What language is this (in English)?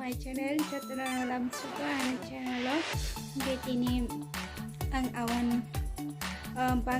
Kok Borok